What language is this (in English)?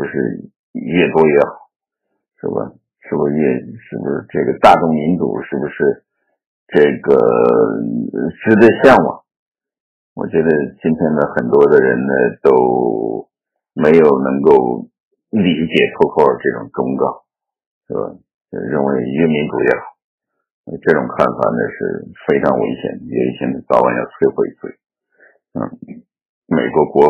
Chinese